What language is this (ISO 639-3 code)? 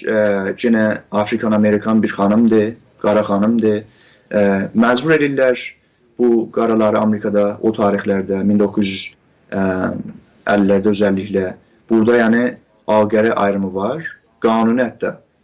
azb